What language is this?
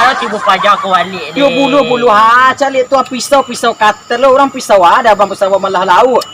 Minangkabau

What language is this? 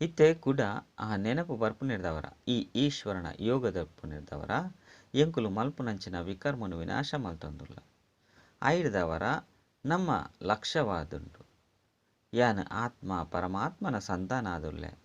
Tulu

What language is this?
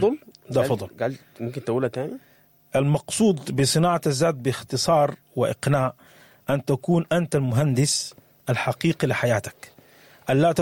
Sudanese Arabic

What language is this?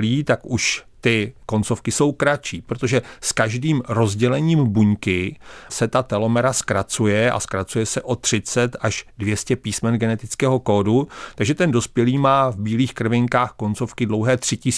Czech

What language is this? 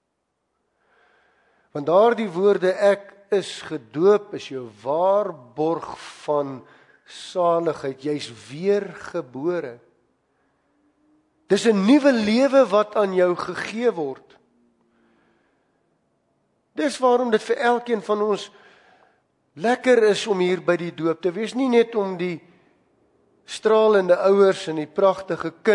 Afrikaans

